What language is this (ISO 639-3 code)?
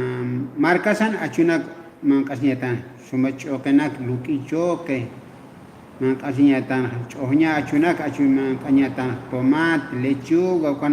aym